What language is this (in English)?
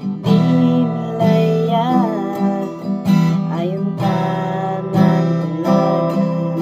Kankanaey